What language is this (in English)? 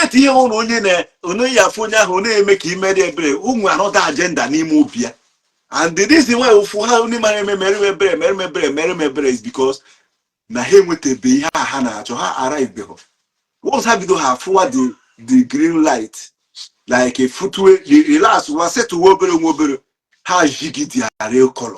Igbo